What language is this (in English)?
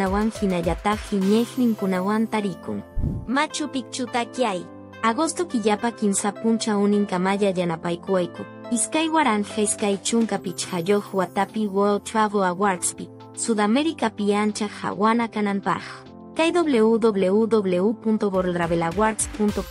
Quechua